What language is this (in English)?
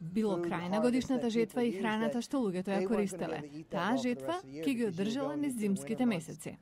Macedonian